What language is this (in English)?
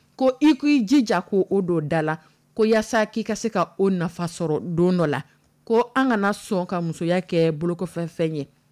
Dyula